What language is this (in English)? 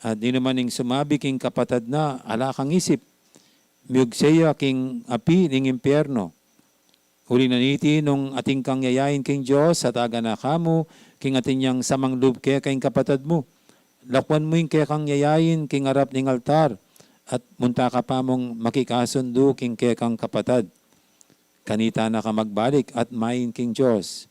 Pampanga